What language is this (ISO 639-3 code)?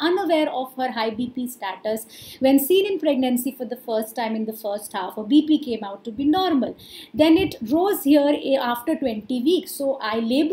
eng